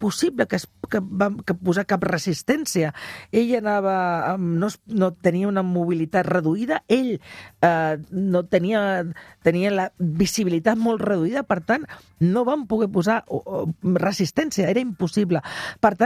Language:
Catalan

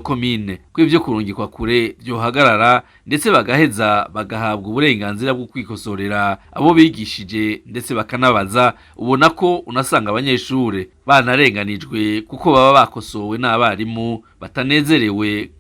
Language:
Rundi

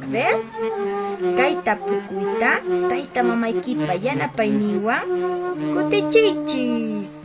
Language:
Quechua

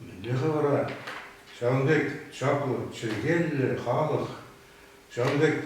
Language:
Chuvash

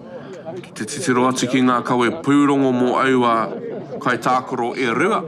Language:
Māori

